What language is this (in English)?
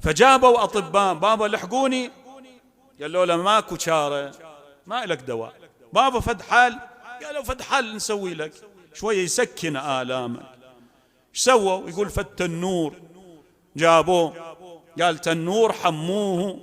Mesopotamian Arabic